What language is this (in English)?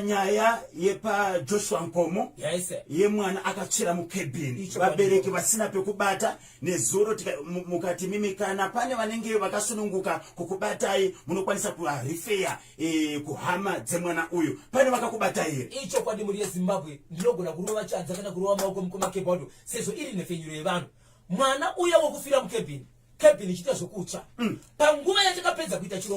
Shona